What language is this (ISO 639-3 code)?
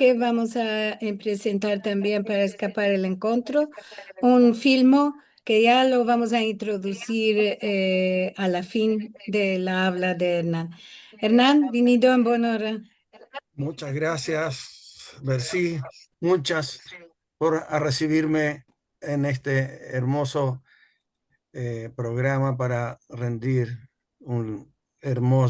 lad